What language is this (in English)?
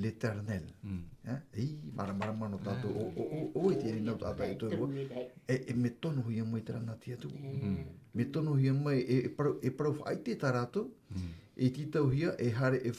Tahitian